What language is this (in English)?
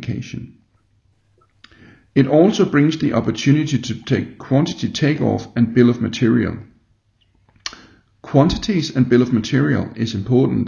Polish